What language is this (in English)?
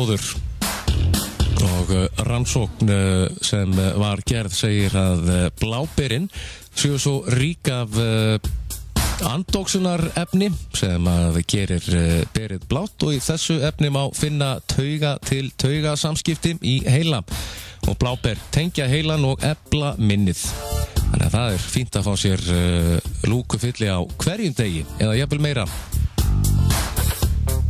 Icelandic